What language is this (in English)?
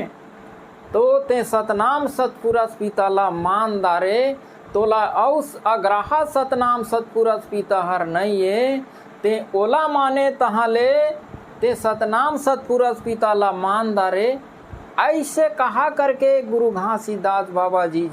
Chhattisgarhi